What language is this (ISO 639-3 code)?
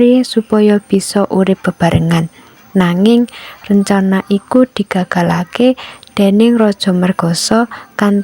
jav